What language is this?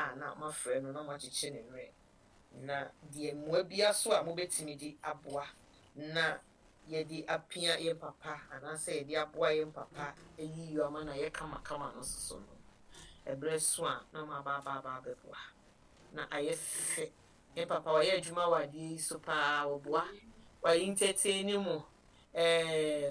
Akan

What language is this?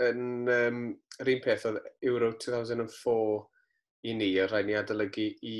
Welsh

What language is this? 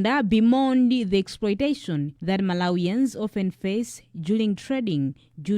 English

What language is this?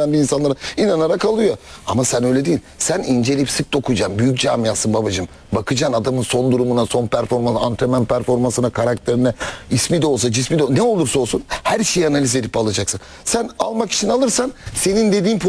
Turkish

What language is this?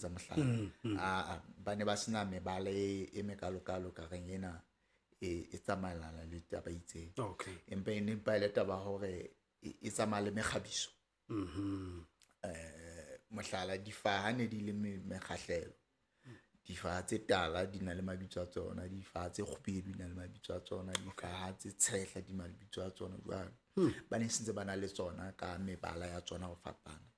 Southern Sotho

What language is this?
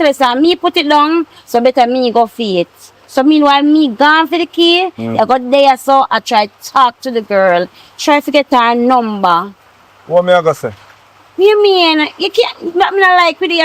Jamaican Creole English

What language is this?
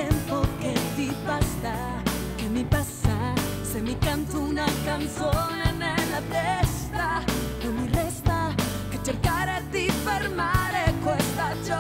Italian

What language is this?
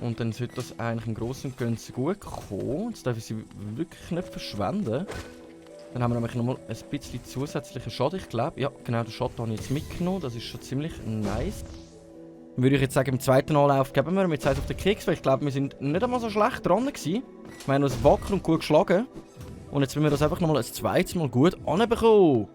Swiss German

